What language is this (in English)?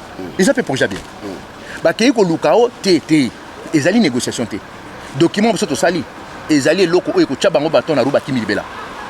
Lingala